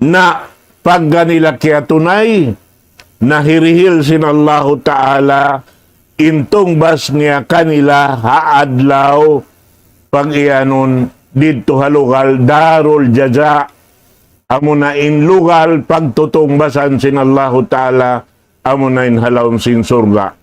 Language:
Tausug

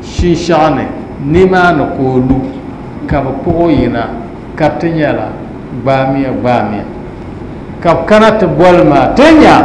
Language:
Dagbani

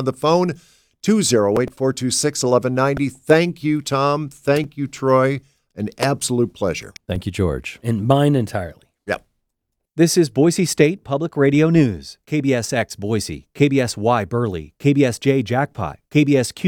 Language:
English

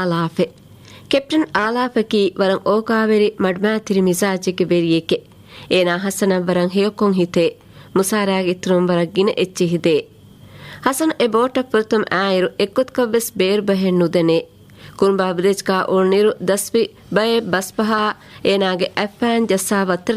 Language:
Divehi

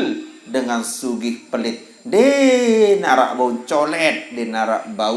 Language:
Sasak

